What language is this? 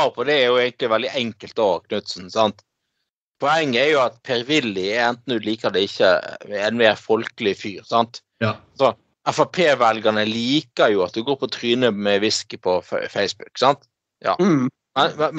Norwegian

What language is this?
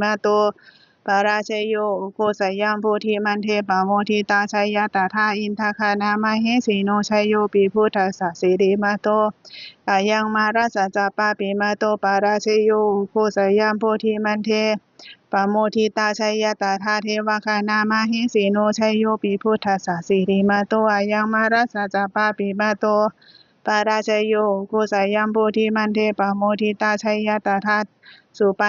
Pali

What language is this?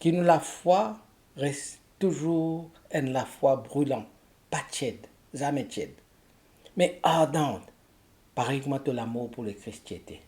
Morisyen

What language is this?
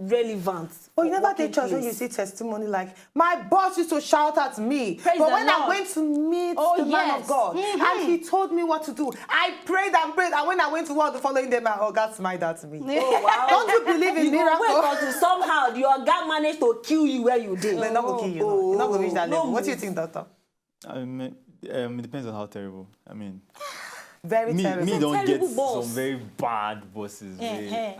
Nigerian Pidgin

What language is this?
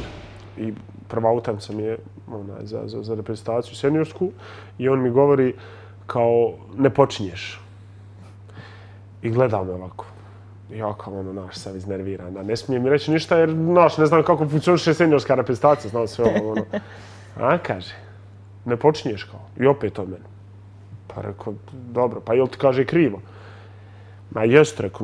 Bosnian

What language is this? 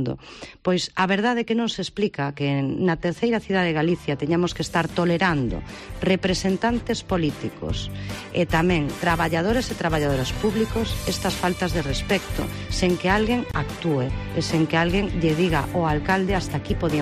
Galician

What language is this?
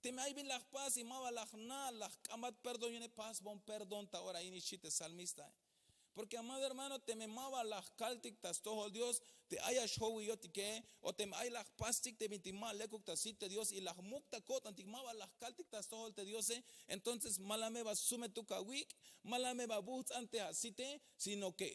Tzeltal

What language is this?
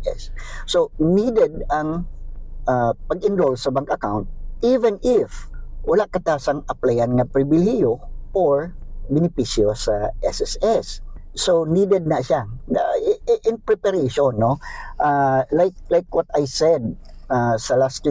Hiligaynon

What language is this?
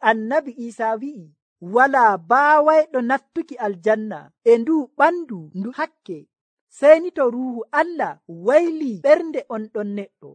Nigerian Fulfulde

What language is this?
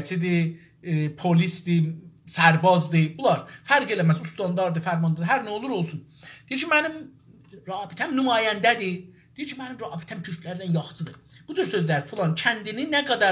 South Azerbaijani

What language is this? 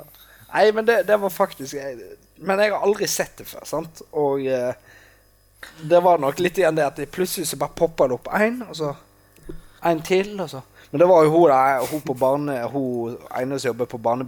Norwegian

